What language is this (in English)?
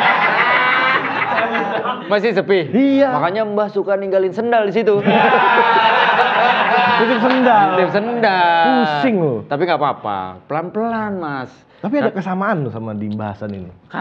Indonesian